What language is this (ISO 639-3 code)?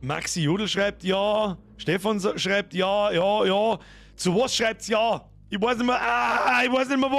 bar